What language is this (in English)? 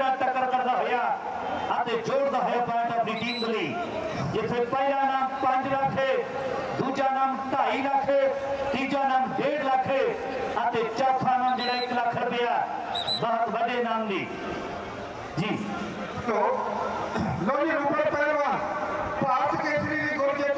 Punjabi